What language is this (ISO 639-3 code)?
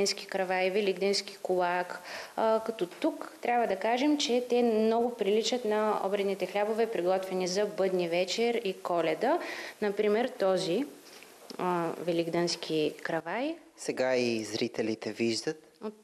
bul